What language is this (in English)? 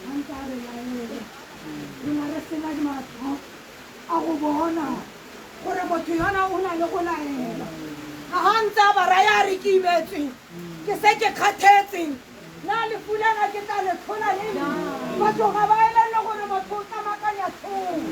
Tswana